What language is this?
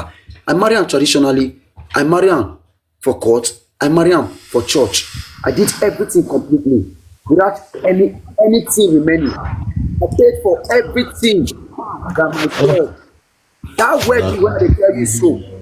Nigerian Pidgin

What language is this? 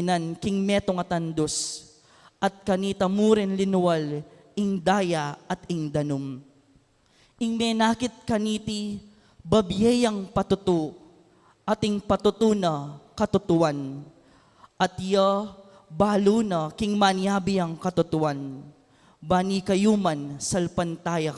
Pampanga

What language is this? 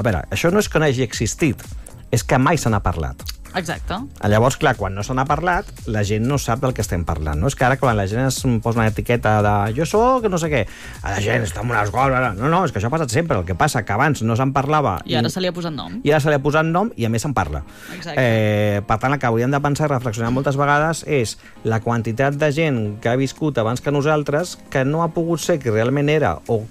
Catalan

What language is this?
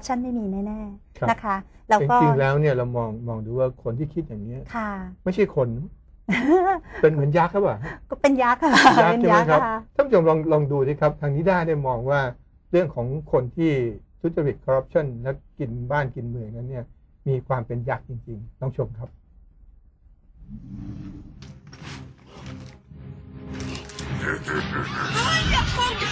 Thai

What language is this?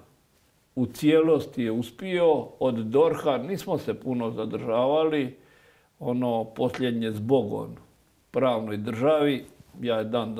Croatian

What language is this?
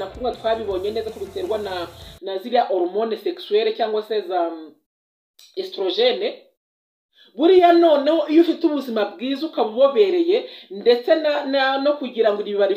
Kinyarwanda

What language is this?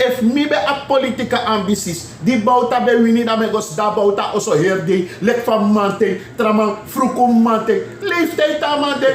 Sranan Tongo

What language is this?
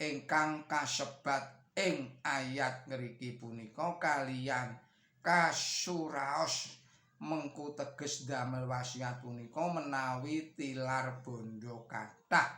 Javanese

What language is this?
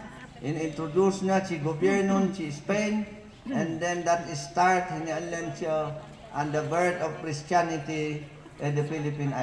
Mayoyao Ifugao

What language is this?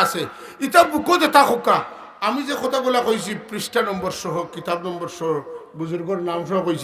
Sylheti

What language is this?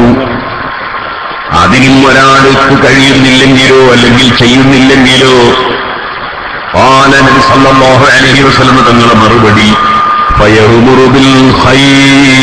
Malayalam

